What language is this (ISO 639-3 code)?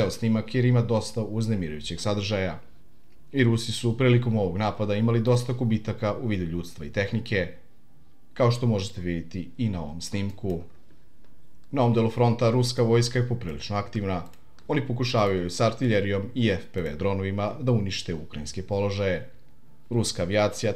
srp